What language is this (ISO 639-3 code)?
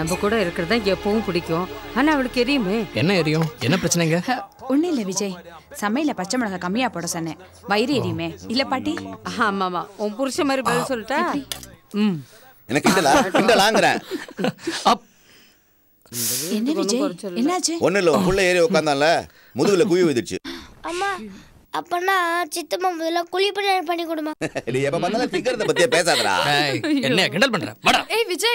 tam